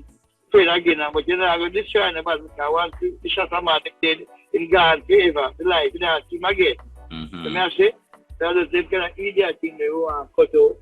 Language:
Jamaican Creole English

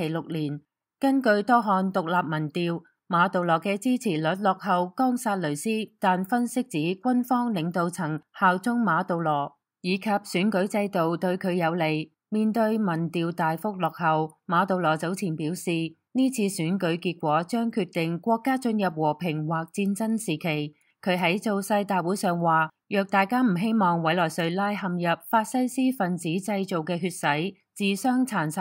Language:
Cantonese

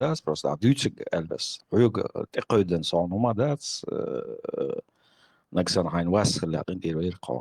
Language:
Chechen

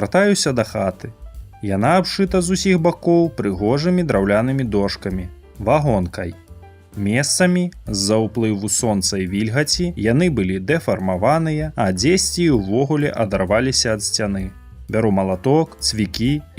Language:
Belarusian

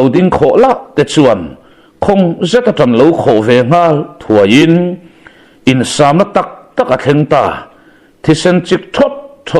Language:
Mizo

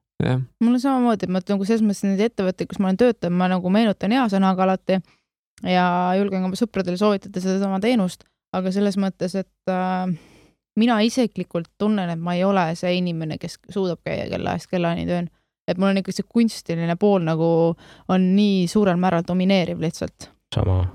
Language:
Estonian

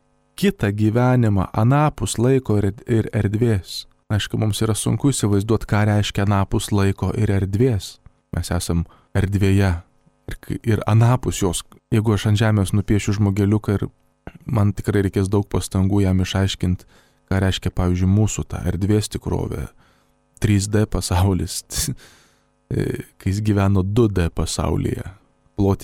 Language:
Lithuanian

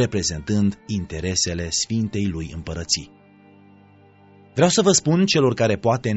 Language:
Romanian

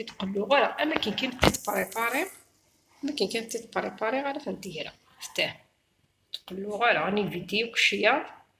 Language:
Kabyle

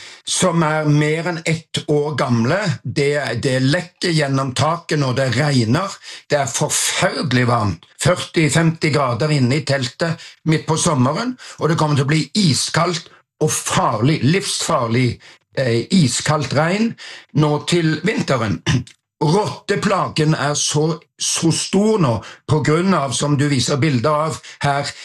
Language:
Norwegian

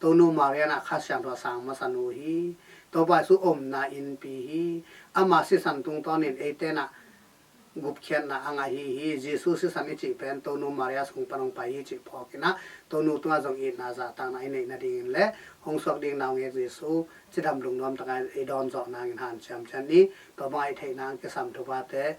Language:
Tedim Chin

